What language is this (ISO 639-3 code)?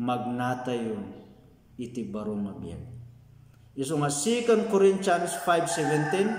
ilo